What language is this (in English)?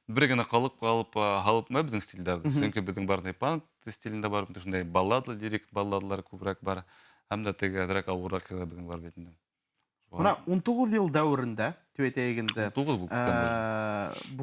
Bashkir